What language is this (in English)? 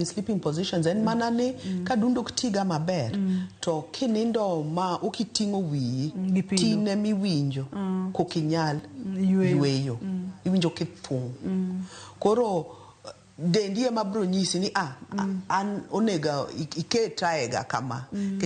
Luo (Kenya and Tanzania)